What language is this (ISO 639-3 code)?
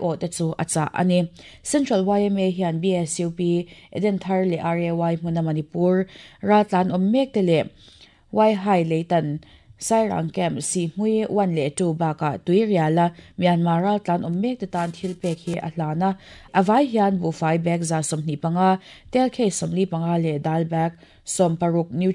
lus